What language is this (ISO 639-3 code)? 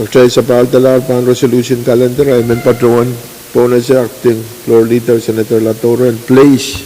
pon